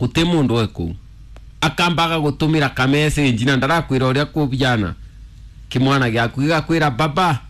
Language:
Kikuyu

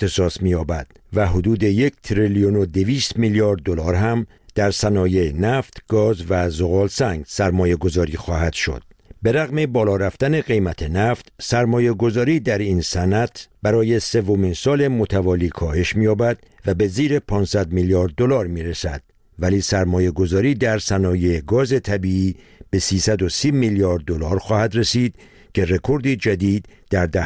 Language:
Persian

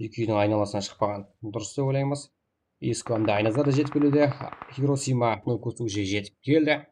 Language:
Kara-Kalpak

